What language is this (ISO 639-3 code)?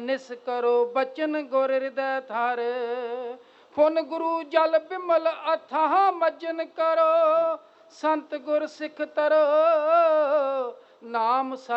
pan